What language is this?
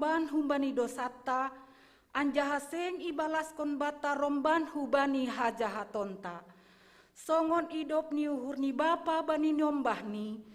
Batak Simalungun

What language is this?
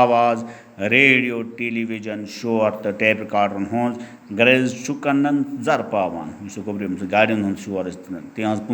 Kashmiri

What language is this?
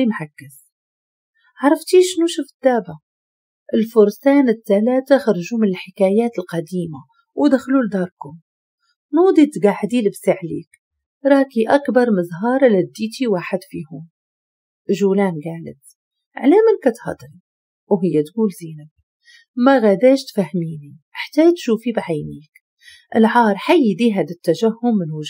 Moroccan Arabic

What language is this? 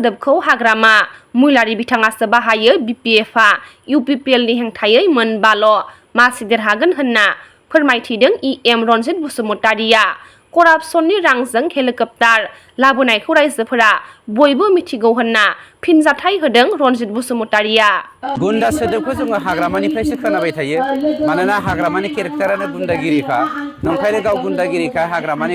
Bodo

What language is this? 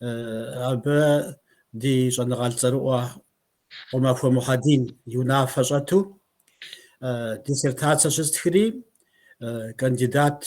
Kabardian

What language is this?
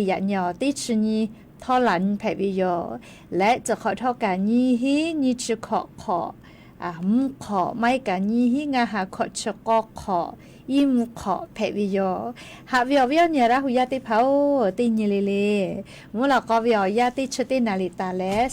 Lahu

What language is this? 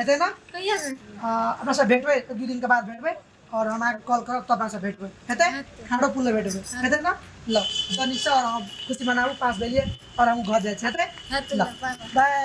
Maithili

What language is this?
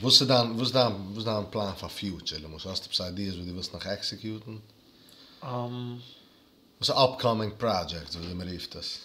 Yiddish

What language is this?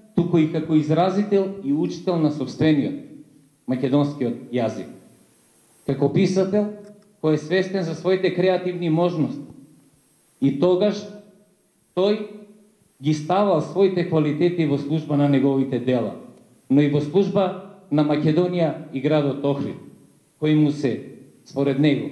Macedonian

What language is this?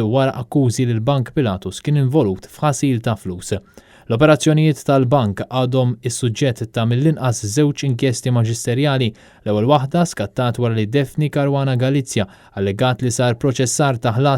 Maltese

